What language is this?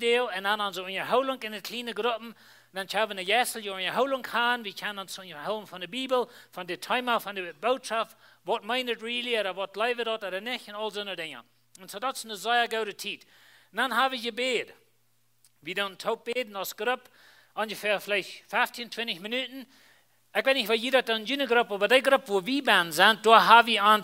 Plautdietsch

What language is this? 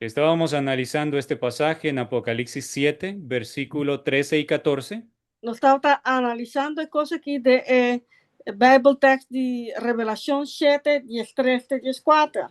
Papiamento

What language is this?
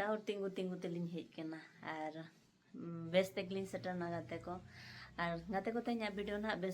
Santali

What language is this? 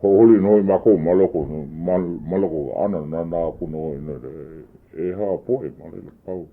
Hawaiian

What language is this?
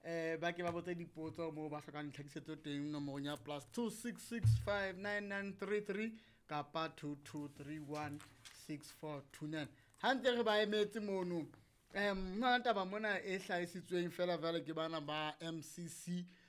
Southern Sotho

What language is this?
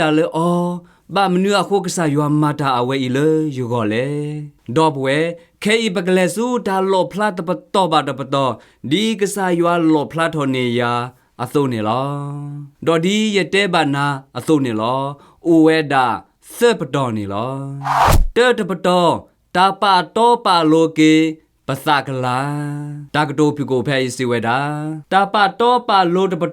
S'gaw Karen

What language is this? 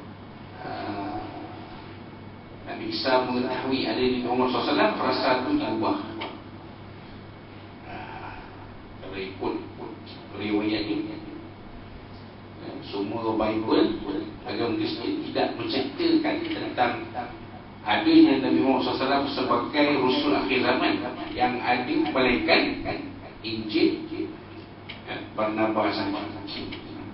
Malay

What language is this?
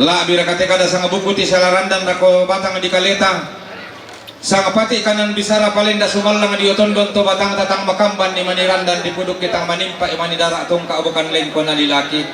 Toraja-Sa'dan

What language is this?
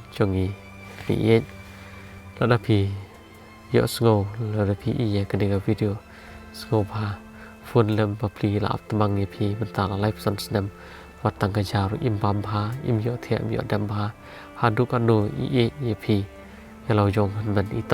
Khasi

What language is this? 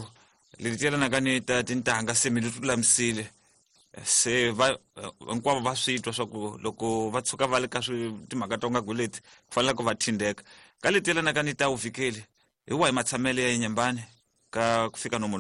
Tsonga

